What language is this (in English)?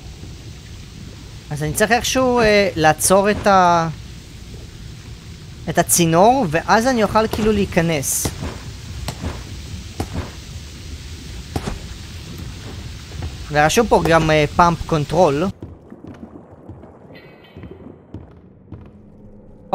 Hebrew